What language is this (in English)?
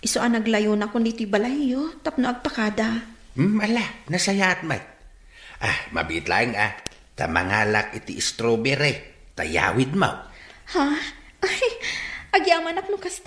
Iloko